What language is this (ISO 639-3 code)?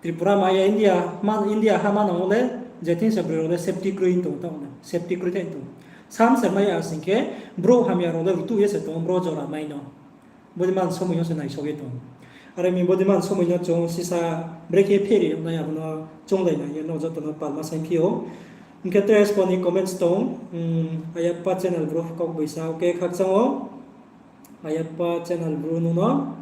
ria